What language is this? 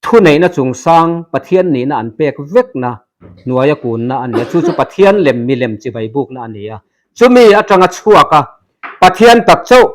Mizo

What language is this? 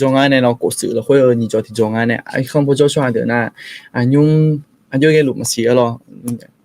Akha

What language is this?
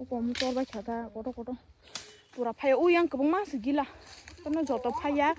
Kok Borok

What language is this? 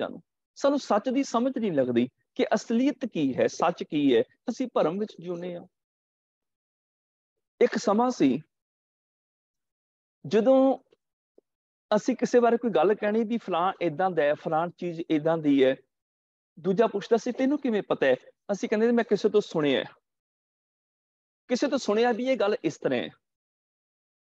Punjabi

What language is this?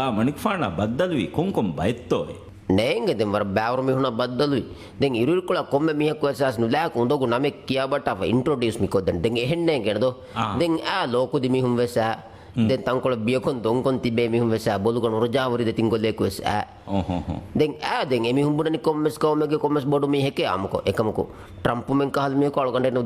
Divehi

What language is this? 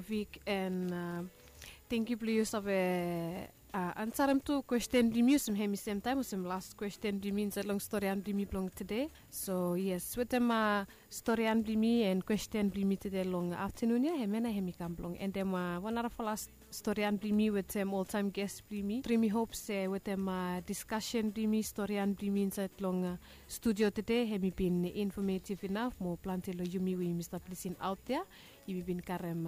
Bislama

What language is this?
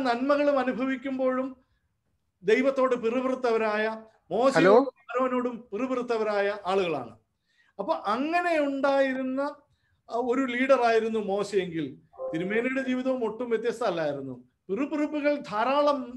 Malayalam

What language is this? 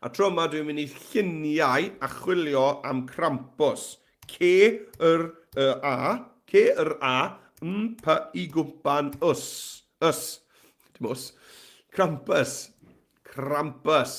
Welsh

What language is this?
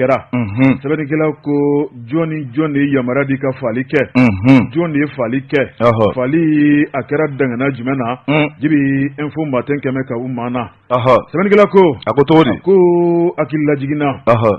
Bambara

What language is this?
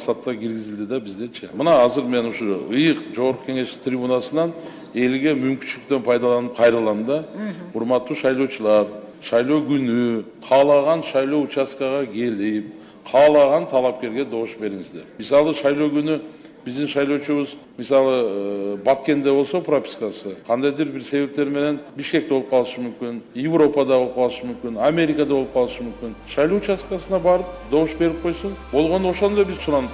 Kyrgyz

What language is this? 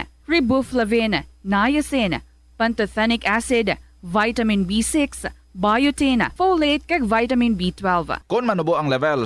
Hiligaynon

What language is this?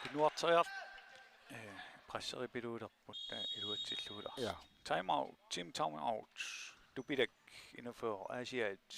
Kalaallisut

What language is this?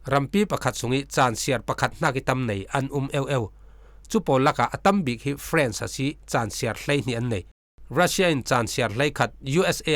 Falam Chin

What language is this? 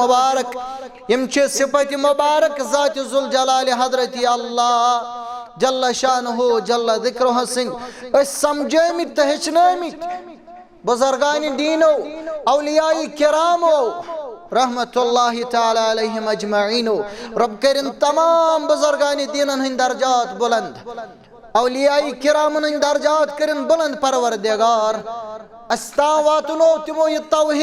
Kashmiri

